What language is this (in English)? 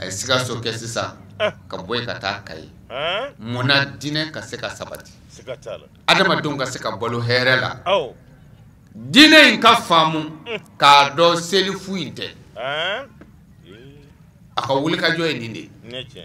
Bambara